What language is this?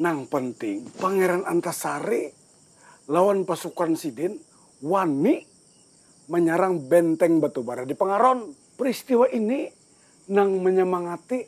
Banjar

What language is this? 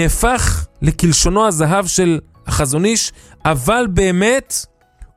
Hebrew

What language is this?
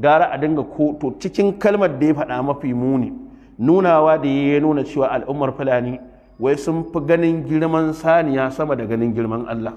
Hausa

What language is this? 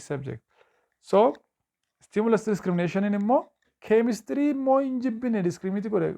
Oromo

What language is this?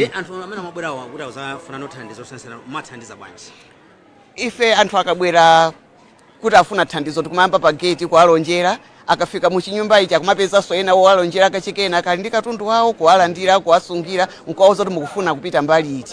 Nyanja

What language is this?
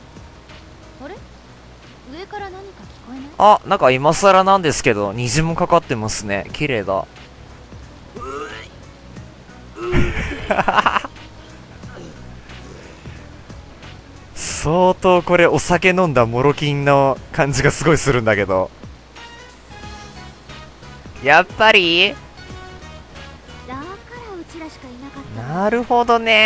Japanese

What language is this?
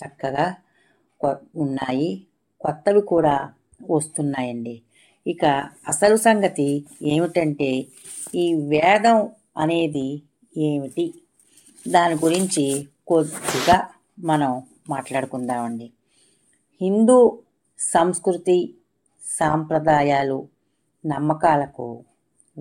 Telugu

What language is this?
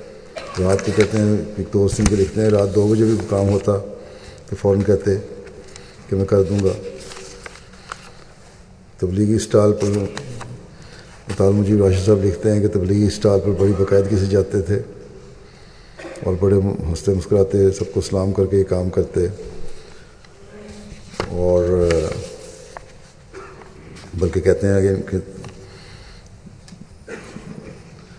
Urdu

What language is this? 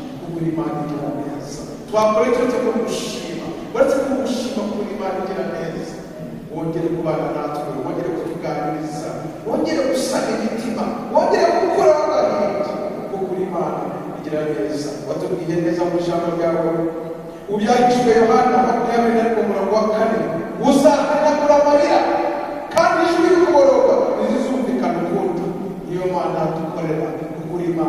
Kinyarwanda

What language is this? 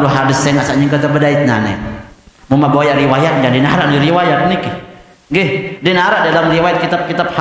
Sasak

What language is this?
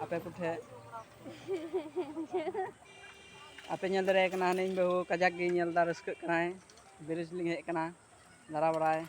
Santali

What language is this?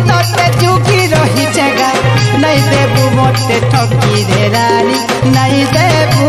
Bhojpuri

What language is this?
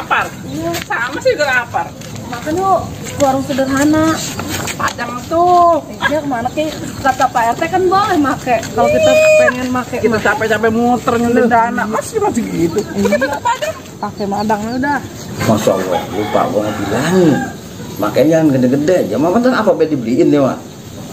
Betawi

